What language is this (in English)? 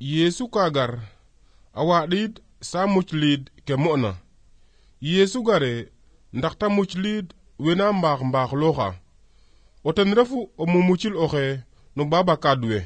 Serer